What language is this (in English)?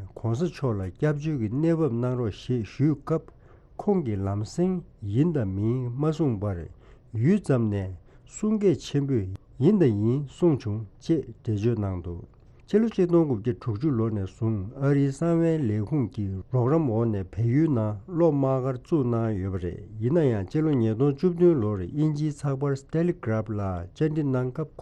Tibetan